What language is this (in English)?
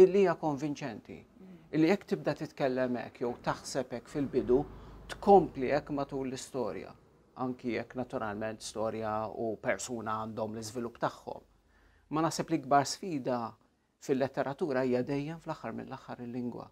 Maltese